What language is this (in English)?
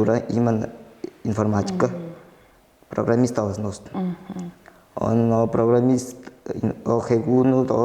Tuvinian